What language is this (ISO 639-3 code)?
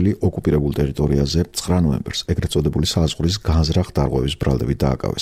kat